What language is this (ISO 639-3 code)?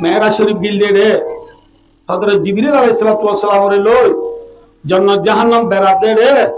rhg